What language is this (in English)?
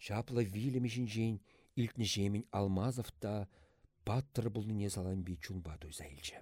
Chuvash